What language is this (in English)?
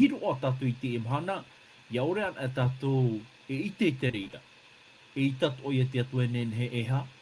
Tahitian